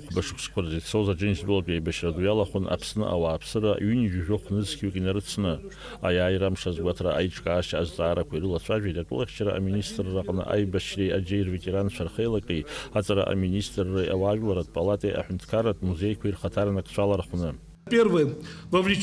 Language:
Abkhazian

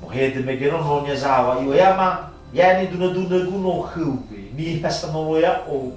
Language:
Nias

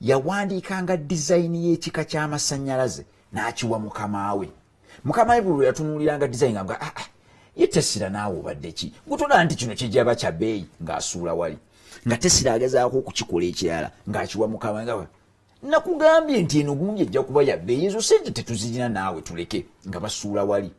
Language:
Ganda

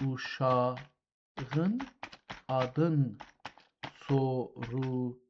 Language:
South Azerbaijani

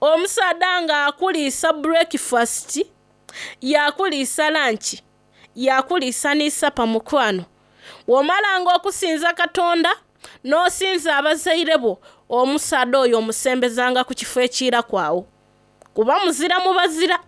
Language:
Soga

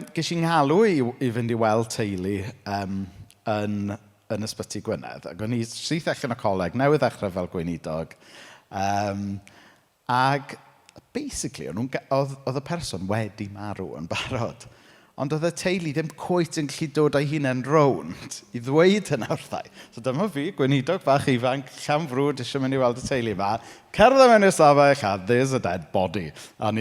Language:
Welsh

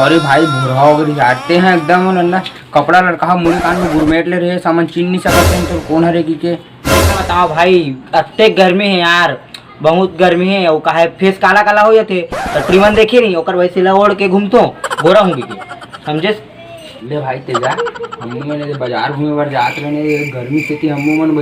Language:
Chhattisgarhi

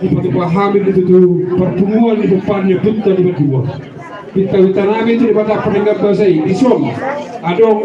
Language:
Batak Toba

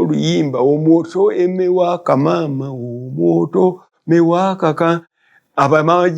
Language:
Ganda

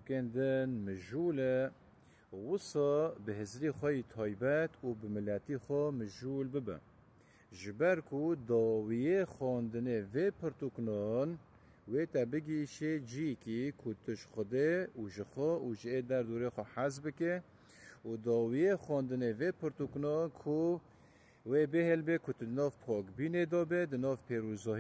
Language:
Kurdish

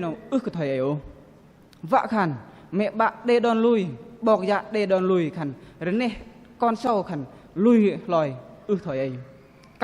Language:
Bahnar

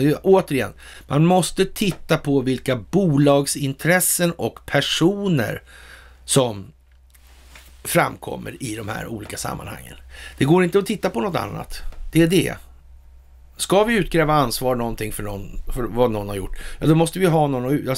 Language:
Swedish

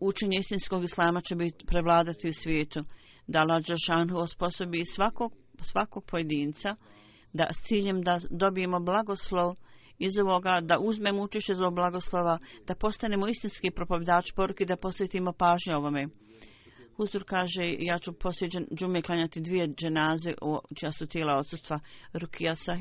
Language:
Bosnian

